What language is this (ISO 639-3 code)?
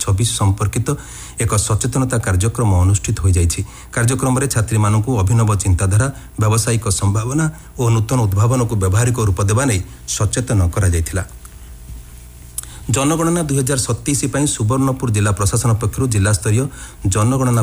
ori